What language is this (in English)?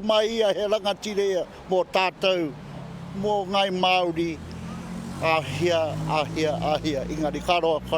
Māori